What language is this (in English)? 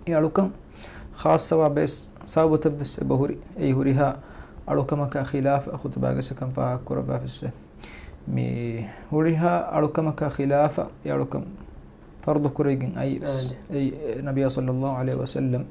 Divehi